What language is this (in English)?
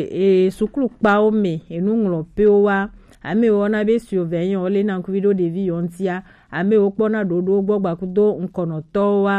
Gen